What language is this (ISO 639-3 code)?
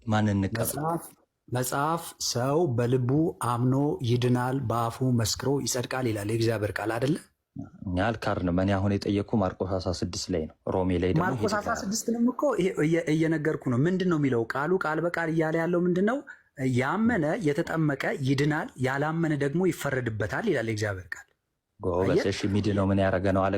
amh